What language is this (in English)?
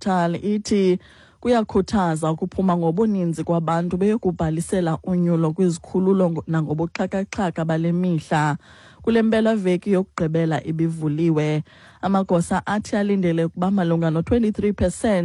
Xhosa